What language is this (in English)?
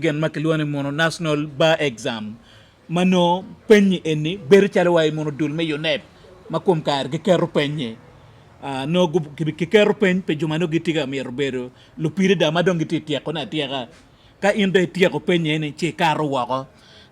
Acoli